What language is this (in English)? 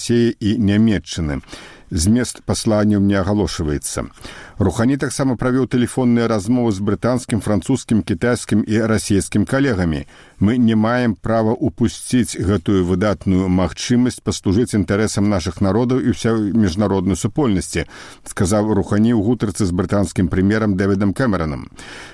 Belarusian